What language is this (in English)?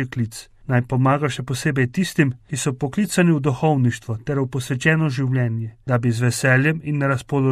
Slovenian